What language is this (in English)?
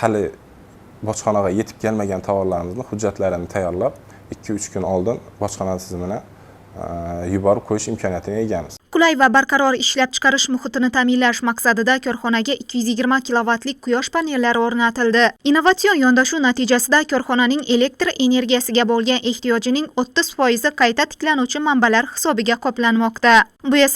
Uzbek